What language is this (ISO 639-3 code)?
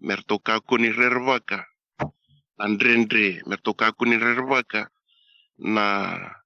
fij